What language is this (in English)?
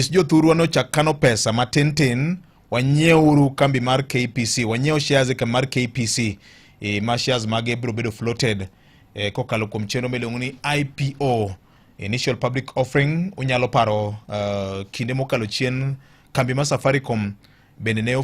Luo (Kenya and Tanzania)